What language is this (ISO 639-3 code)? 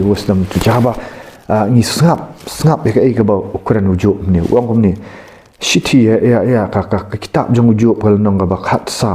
kha